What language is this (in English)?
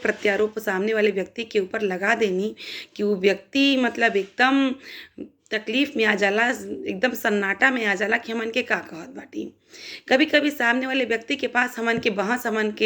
Bhojpuri